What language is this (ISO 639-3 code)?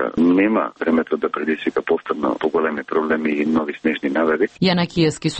mkd